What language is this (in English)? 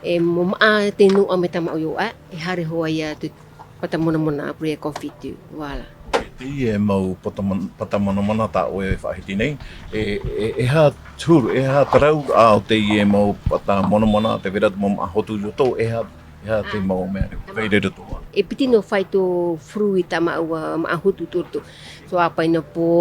Tahitian